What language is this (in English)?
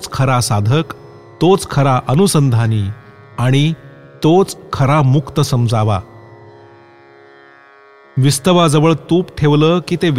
Marathi